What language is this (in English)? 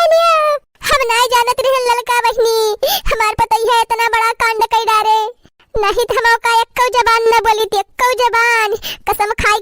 Awadhi